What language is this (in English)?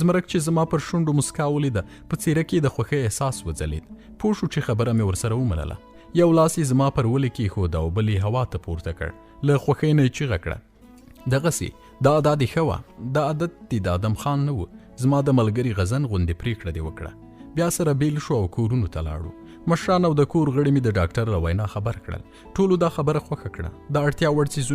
Pashto